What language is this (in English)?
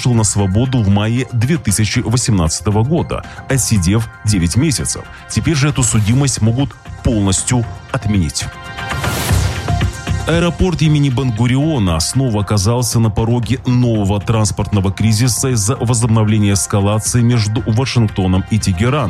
Russian